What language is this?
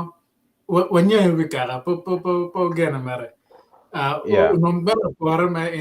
Acoli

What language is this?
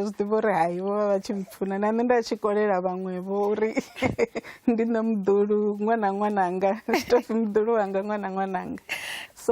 Venda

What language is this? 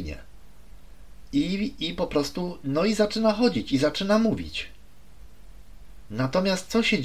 Polish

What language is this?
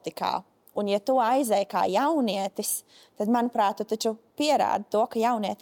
Latvian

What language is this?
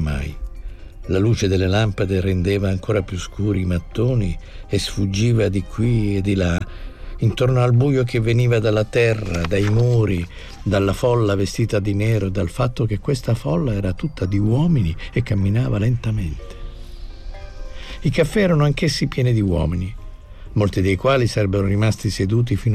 Italian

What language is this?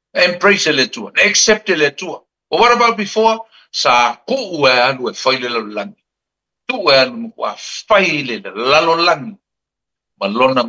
Samoan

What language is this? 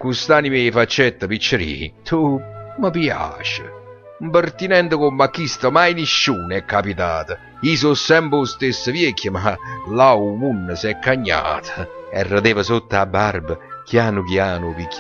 Neapolitan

